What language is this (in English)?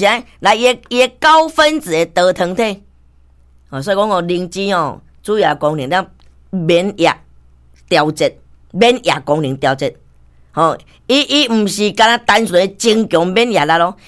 Min Nan Chinese